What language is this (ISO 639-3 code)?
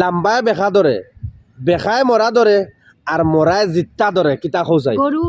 syl